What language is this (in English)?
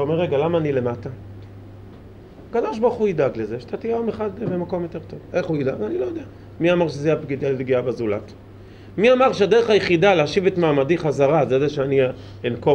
Hebrew